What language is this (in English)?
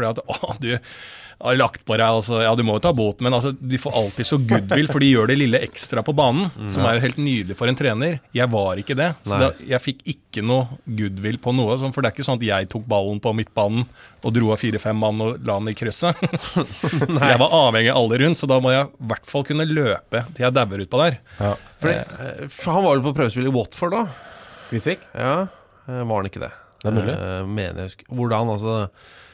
Norwegian